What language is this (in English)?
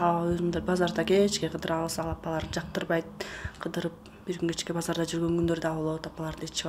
Kyrgyz